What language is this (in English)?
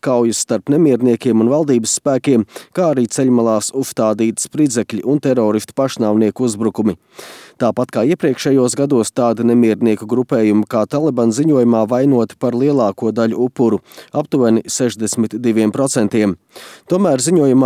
Latvian